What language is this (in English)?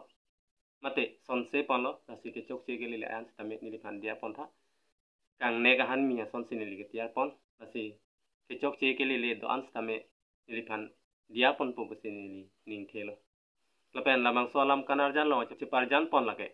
Karbi